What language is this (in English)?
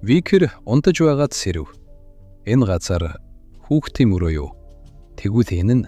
Mongolian